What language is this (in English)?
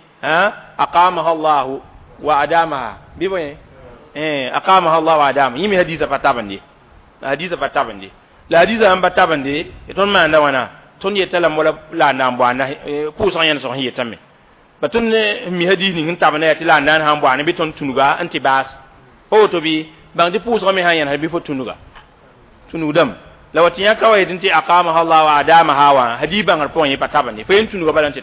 Mossi